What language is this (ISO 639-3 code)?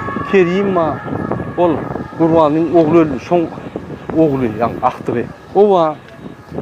tuk